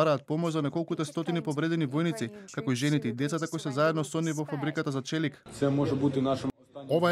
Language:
Macedonian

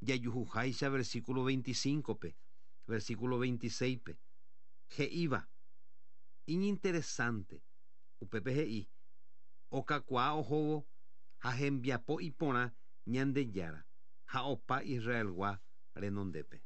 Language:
Guarani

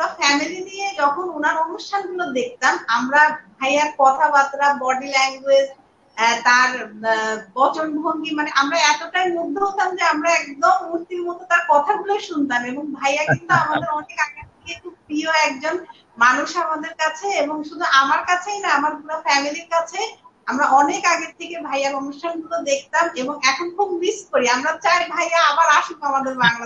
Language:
Bangla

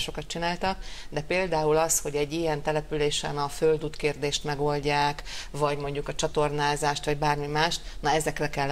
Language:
Hungarian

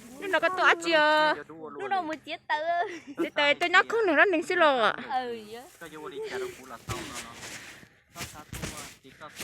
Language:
Hmong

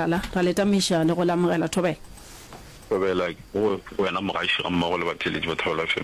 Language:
Northern Sotho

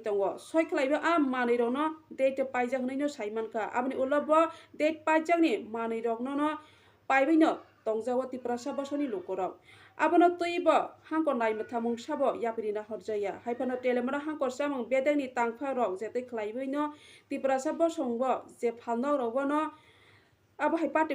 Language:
Kok Borok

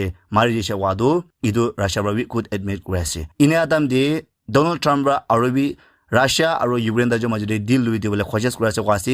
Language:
Naga Pidgin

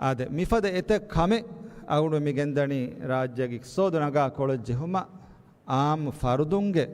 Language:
Divehi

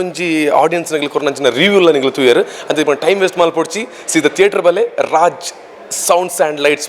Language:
Tulu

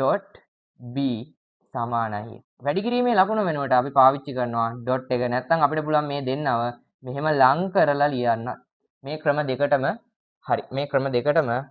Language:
Sinhala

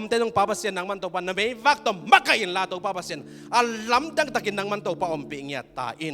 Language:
Tedim Chin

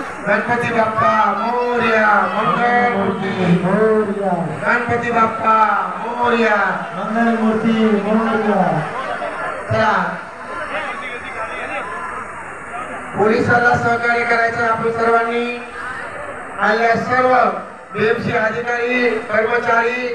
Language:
Marathi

